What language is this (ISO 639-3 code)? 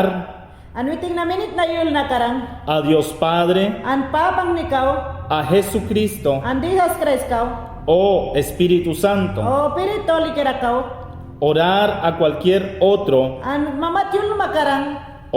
yan